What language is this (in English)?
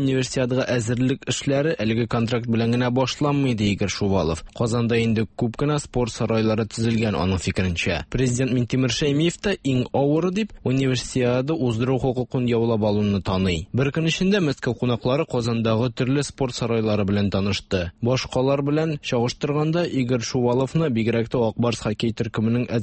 Tatar